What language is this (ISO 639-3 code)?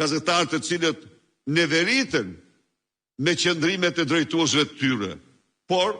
sqi